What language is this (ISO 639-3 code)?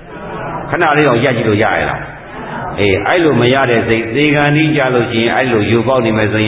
mya